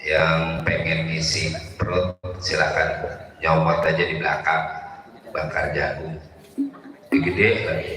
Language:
Betawi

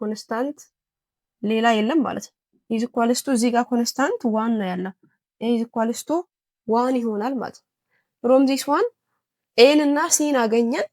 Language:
Amharic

